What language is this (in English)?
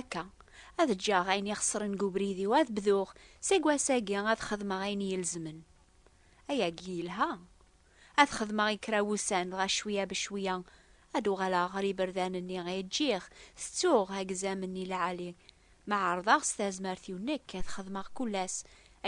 Kabyle